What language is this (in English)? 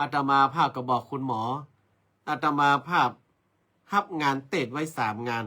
Northern Thai